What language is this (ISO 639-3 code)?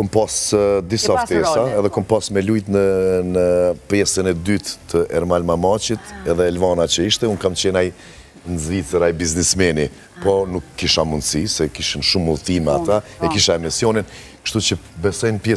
sqi